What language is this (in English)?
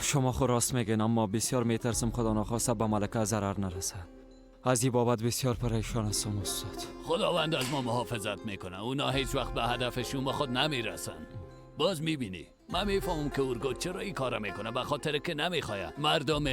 Persian